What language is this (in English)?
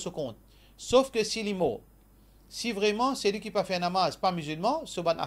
Morisyen